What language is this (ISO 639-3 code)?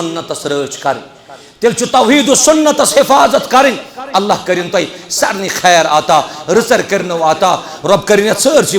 kas